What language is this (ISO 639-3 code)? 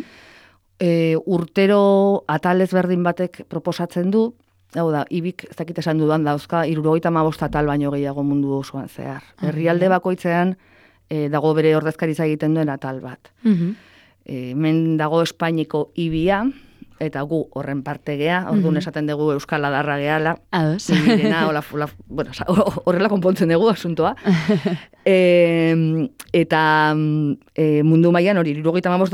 eus